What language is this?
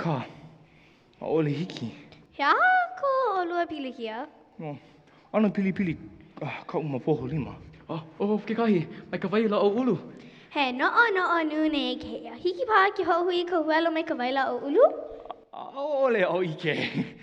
Hawaiian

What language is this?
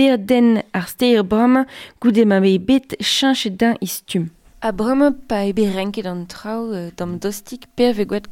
Breton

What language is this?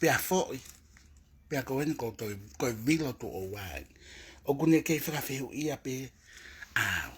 Tongan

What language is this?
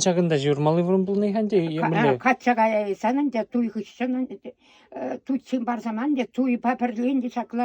Chuvash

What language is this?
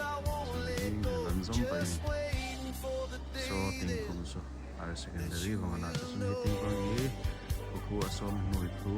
Hmar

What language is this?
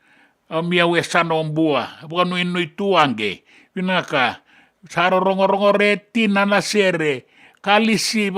Fijian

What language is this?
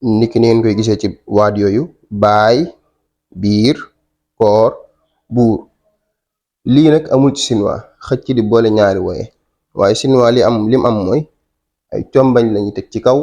Wolof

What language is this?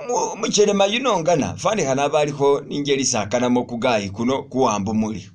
Masaaba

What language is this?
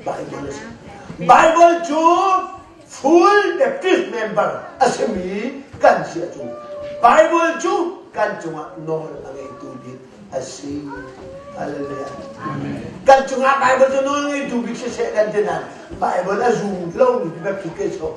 Hakha Chin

